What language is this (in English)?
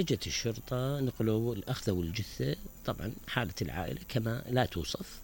Mesopotamian Arabic